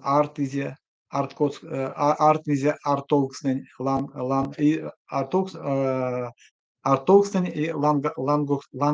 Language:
Erzya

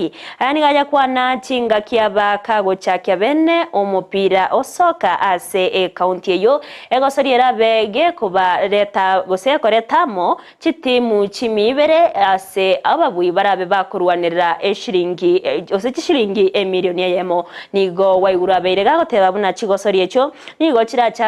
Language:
Gusii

